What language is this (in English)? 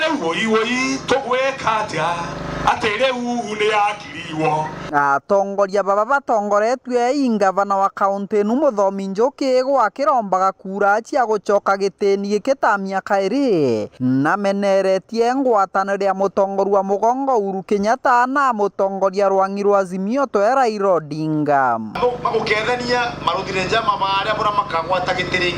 Meru